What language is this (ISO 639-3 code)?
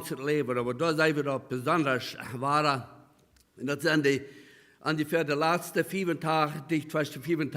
pdt